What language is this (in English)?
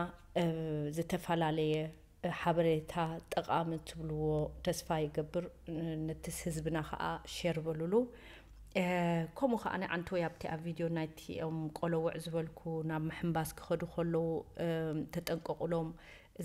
Tigrinya